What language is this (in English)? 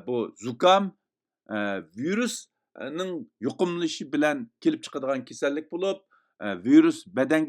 Uyghur